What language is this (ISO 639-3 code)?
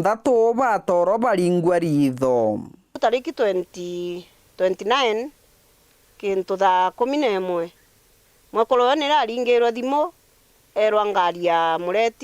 mer